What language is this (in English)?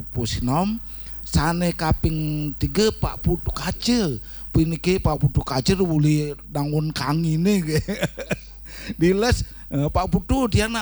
Balinese